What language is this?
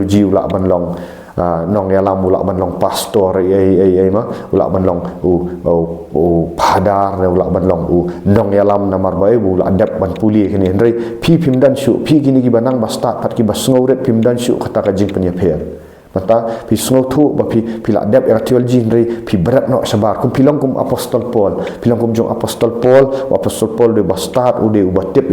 Khasi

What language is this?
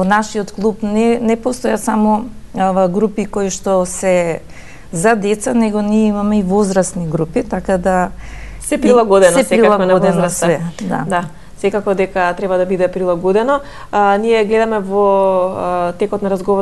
Macedonian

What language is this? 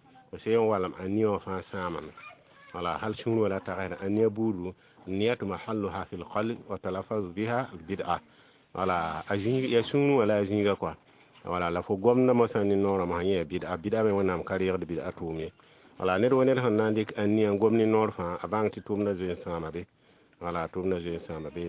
Mossi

